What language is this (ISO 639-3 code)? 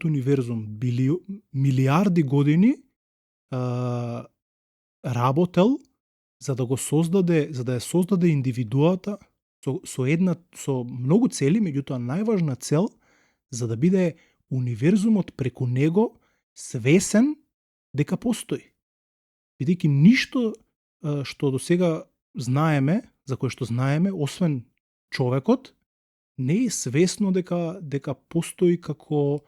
mkd